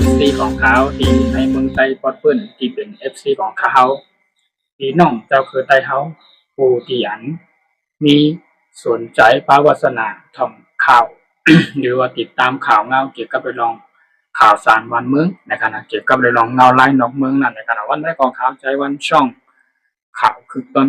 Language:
Shan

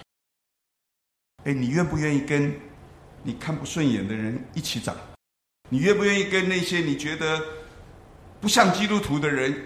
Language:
Chinese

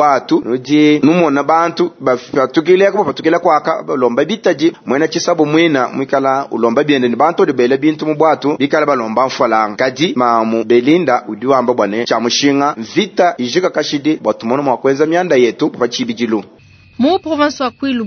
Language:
Luba-Lulua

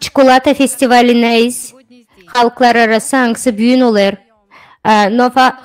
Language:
Gagauz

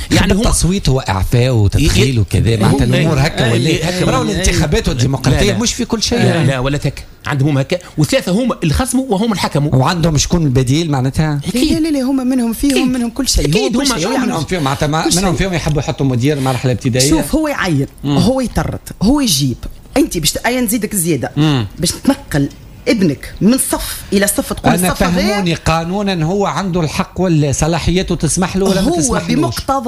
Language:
Tunisian Arabic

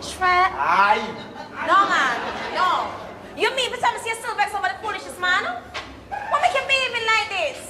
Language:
Jamaican Creole English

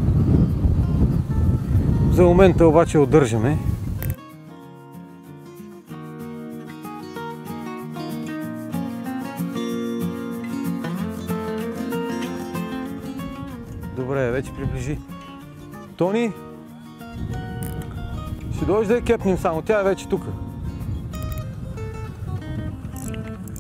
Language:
Bulgarian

